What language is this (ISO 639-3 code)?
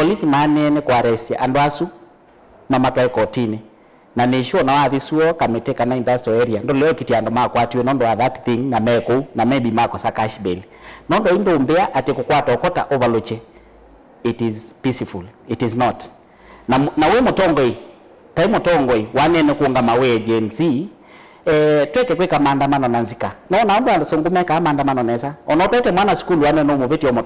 kam